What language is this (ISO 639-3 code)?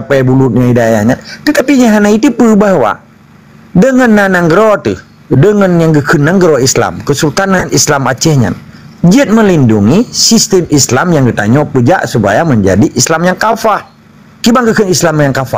ace